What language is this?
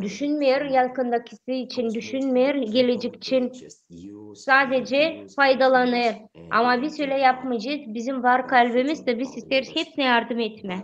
Gagauz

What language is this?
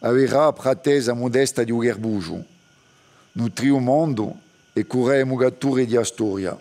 Corsican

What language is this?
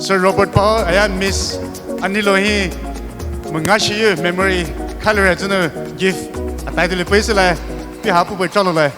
Poumei Naga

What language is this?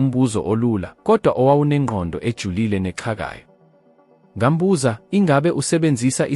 Zulu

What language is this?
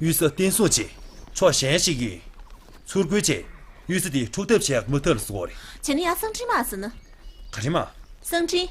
Tibetan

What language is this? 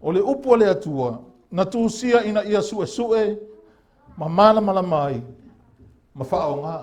Samoan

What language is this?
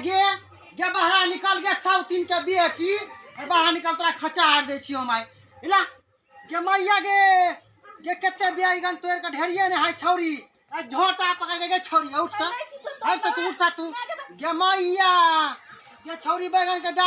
Maithili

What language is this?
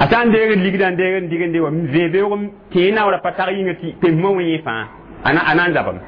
Mossi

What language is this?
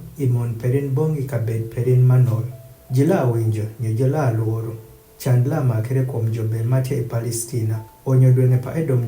Adhola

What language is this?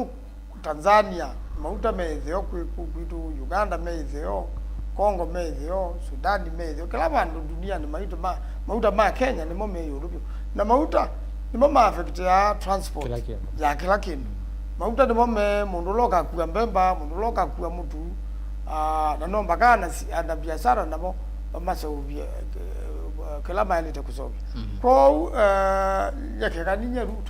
Kamba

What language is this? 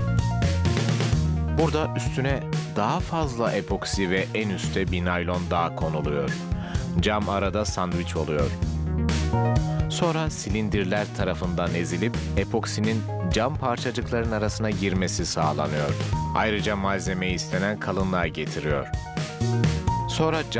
Turkish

